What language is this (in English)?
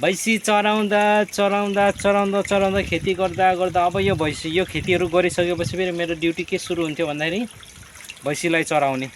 Nepali